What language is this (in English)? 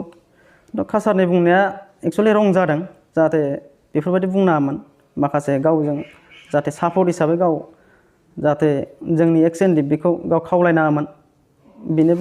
Bodo